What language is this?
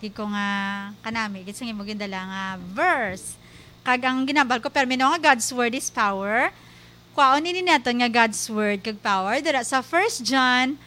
Hiligaynon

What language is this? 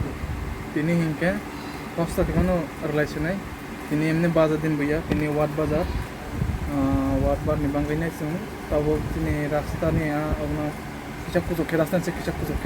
Kok Borok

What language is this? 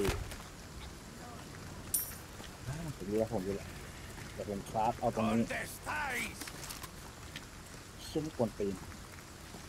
Thai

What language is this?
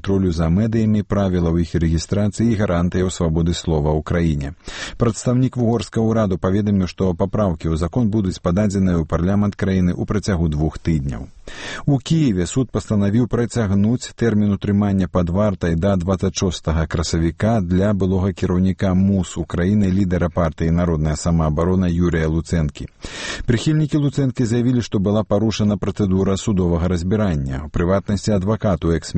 Belarusian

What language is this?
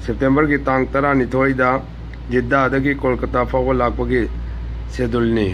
Manipuri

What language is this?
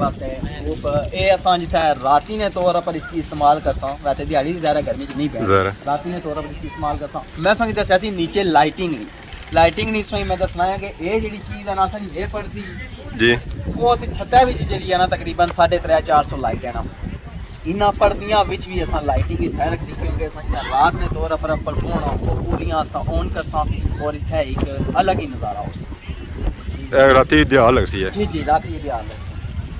Pahari-Potwari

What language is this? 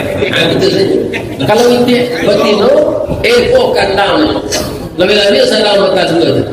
Minangkabau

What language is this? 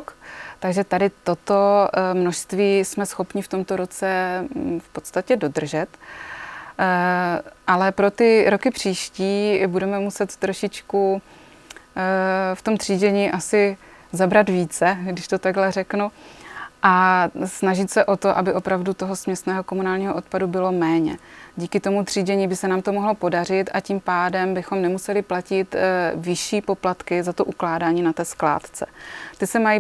Czech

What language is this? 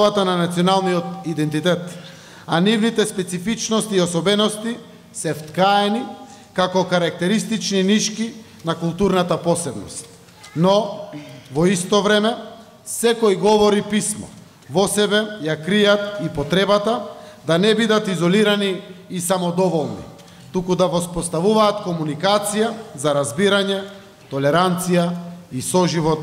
Macedonian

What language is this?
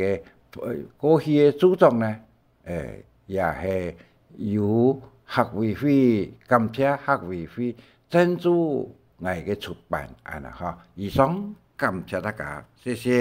Hakka Chinese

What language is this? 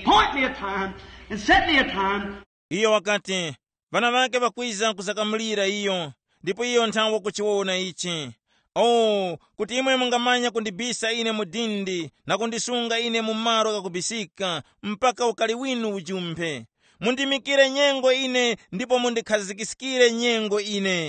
Tumbuka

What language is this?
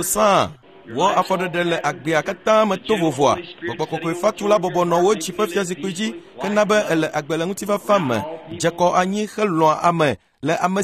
Ewe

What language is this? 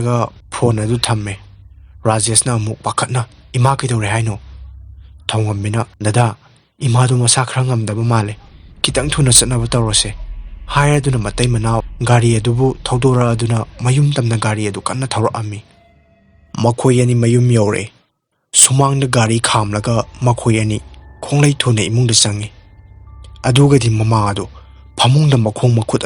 Manipuri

